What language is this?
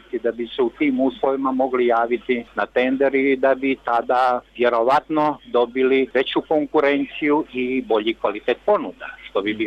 Bosnian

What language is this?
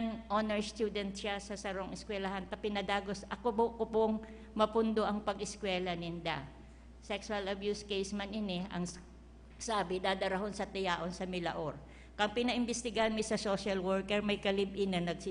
Bikol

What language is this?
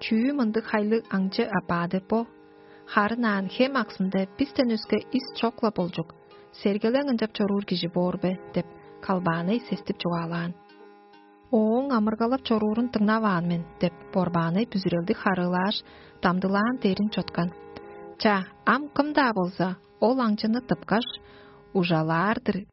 Tuvinian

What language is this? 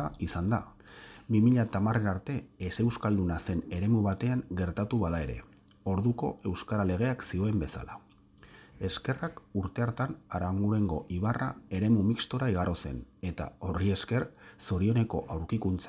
Basque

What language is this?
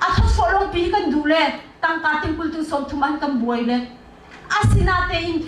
Hakha Chin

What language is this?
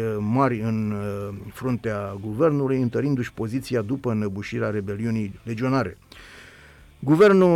Romanian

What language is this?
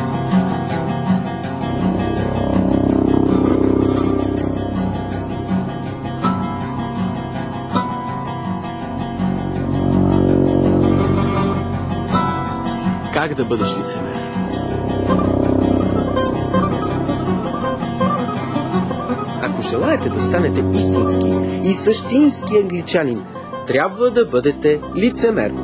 Bulgarian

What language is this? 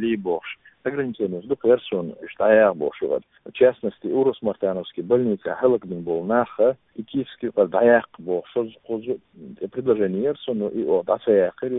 Chechen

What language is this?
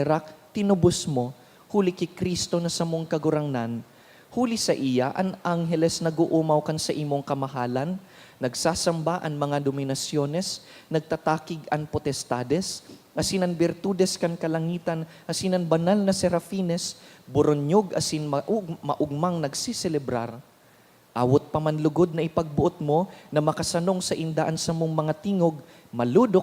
Bikol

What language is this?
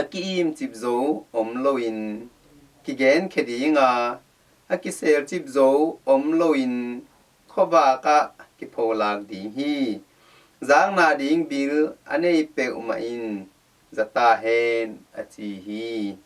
Tedim Chin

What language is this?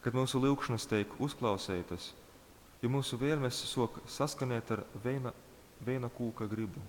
Latgalian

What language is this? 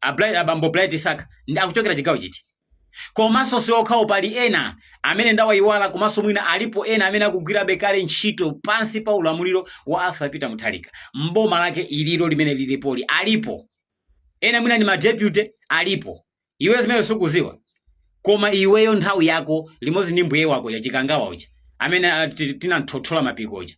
Nyanja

